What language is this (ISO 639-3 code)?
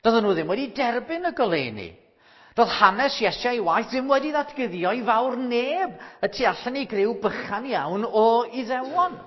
cym